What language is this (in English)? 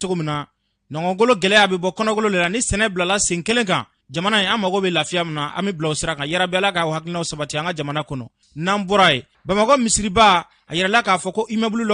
Bambara